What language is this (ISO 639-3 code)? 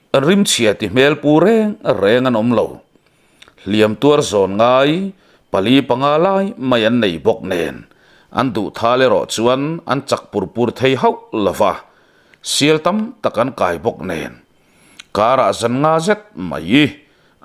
lus